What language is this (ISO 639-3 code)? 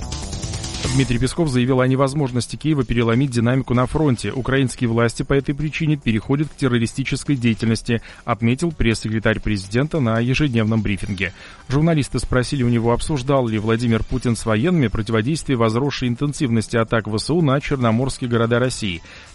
rus